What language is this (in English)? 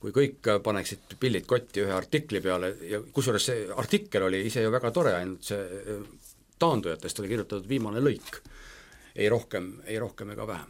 Estonian